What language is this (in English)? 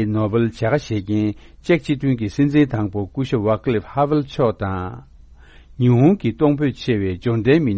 Tibetan